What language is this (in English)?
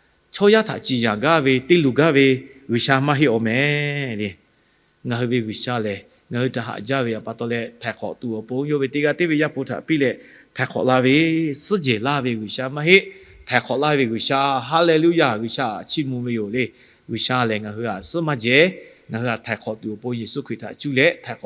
Lahu